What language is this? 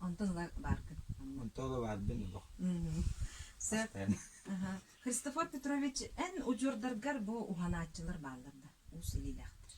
Yakut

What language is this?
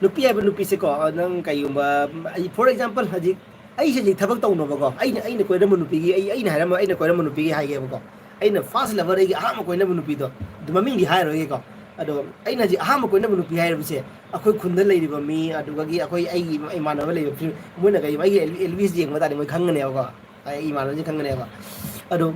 Manipuri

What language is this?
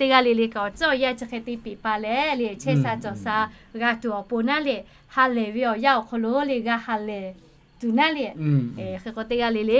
Lahu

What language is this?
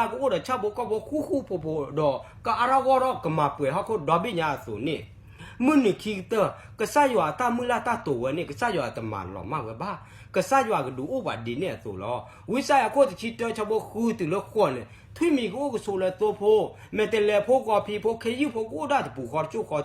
S'gaw Karen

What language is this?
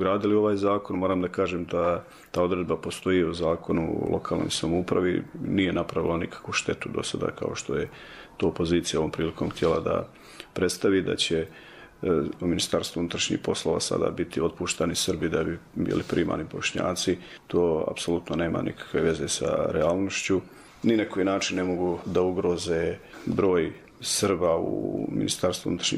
Bosnian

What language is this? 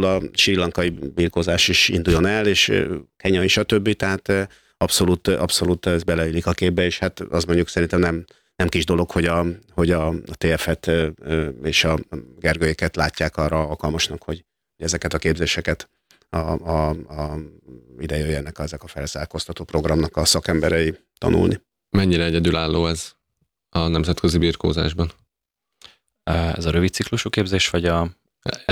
Hungarian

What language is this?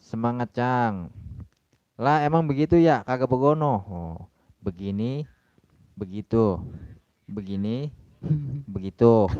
Betawi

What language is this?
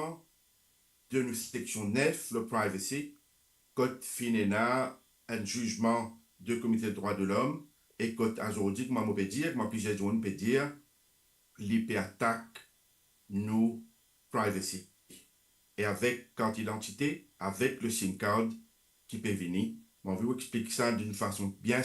Morisyen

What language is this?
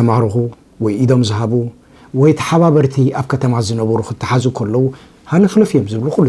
Tigrinya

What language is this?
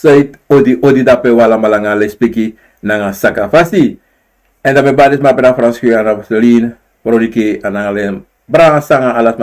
Sranan Tongo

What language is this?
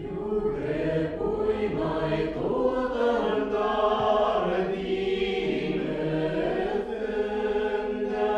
Bashkir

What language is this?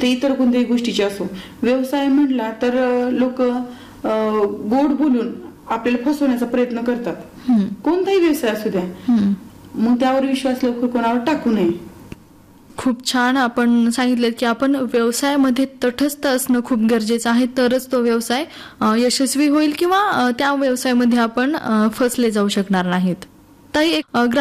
Marathi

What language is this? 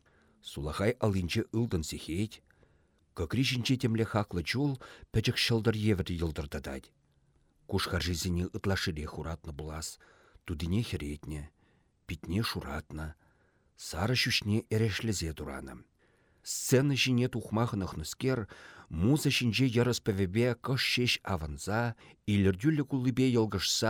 Chuvash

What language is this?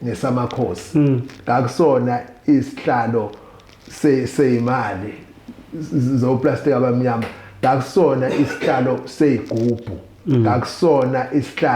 Zulu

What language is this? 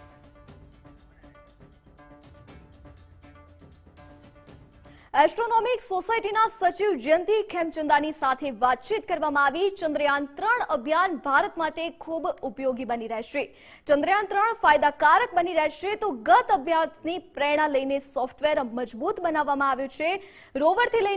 Gujarati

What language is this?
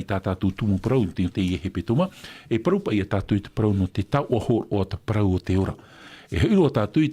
Tahitian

